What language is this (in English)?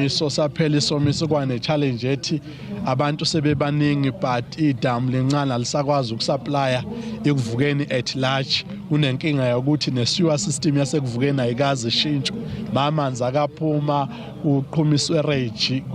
Zulu